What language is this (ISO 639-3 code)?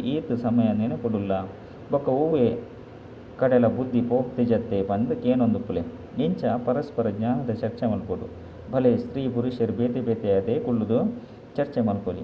tcy